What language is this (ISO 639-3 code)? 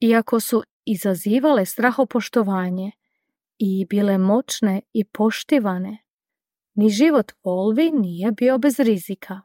hrv